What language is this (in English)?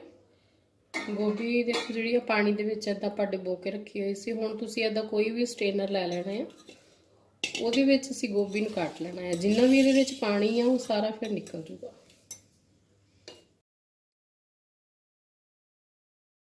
Punjabi